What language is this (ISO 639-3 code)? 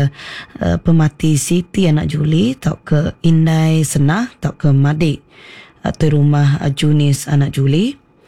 iba